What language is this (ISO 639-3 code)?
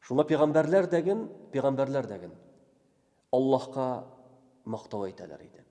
tat